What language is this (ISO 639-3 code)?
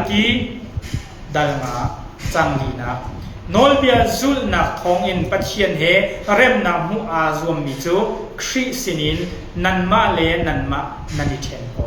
cnh